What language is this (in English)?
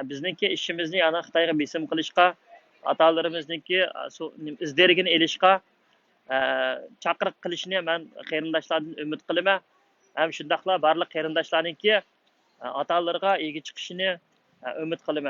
Uyghur